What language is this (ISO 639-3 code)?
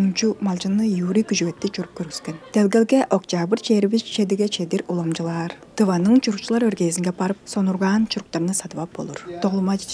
tyv